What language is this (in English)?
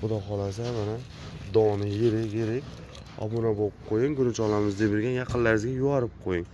Uzbek